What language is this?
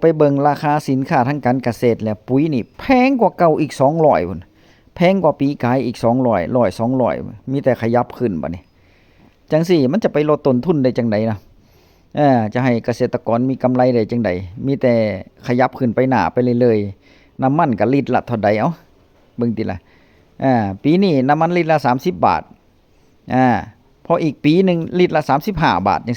Northeastern Thai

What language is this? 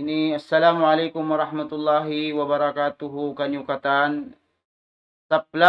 Tausug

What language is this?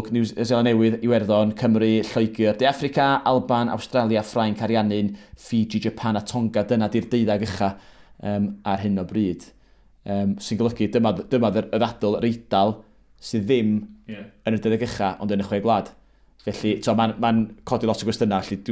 Welsh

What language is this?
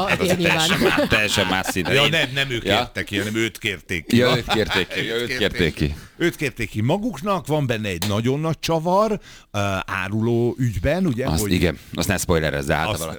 Hungarian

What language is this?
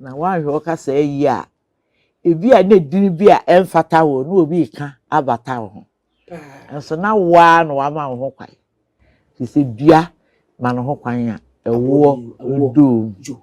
Akan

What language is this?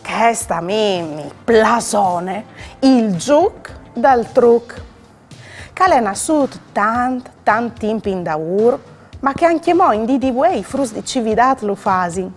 Friulian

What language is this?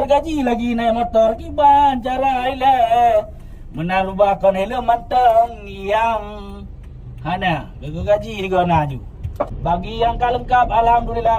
Achinese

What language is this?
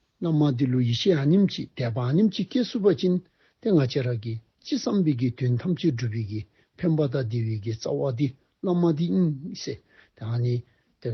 Dzongkha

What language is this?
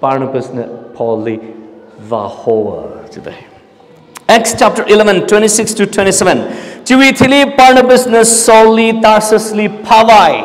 Tangkhul Naga (India)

